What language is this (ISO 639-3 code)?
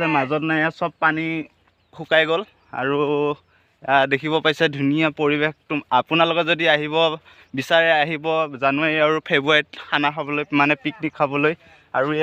asm